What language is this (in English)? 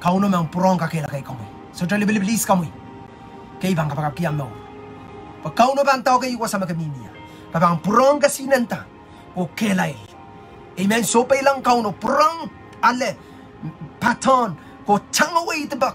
Pohnpeian